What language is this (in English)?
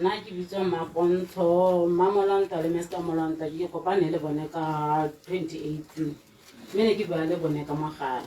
Tswana